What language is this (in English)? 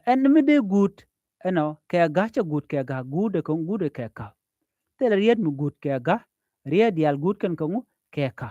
Nuer